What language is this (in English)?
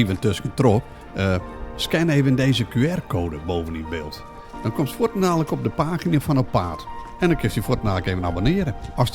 Western Frisian